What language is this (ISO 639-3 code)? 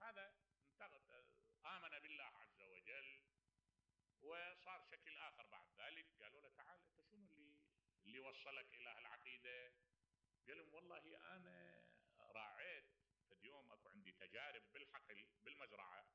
acm